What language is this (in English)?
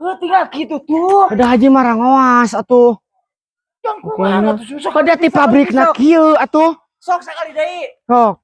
Sundanese